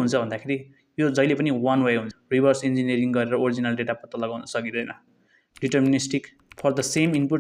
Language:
Nepali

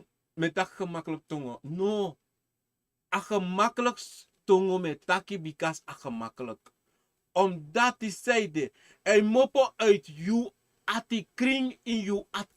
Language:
Sranan Tongo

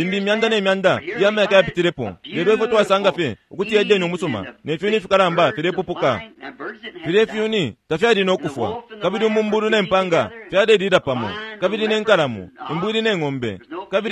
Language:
Bemba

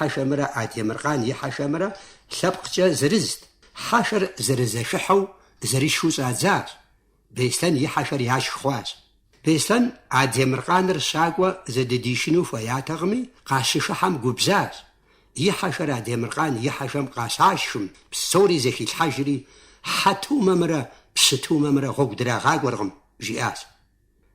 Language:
Kabardian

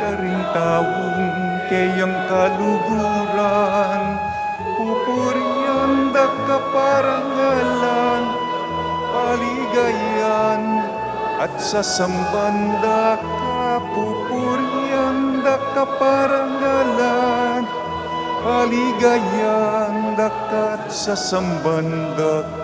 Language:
Pampanga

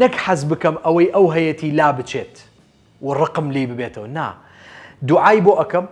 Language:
Central Kurdish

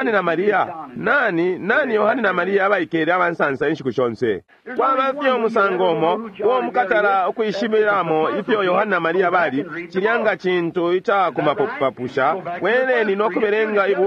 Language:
Bemba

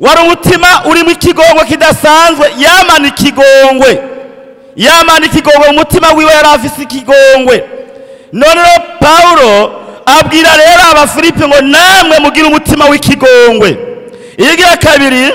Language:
Rundi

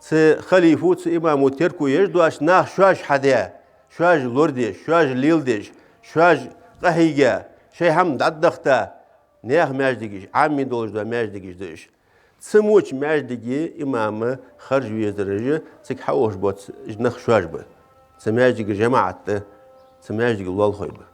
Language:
Ingush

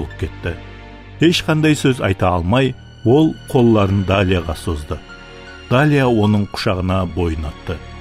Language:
Kara-Kalpak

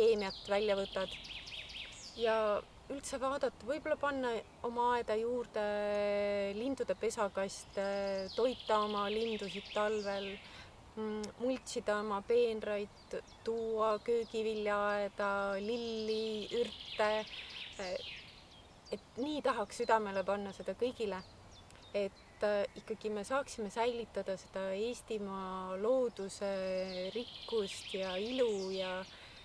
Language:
Estonian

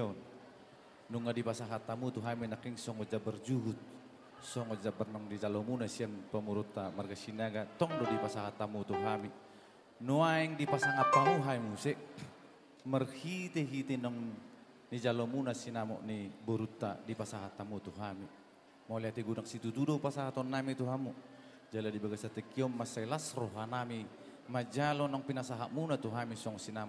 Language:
Batak Toba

